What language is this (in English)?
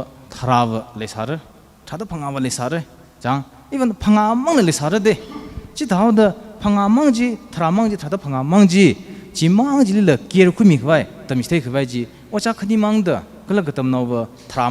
Tangkhul Naga (India)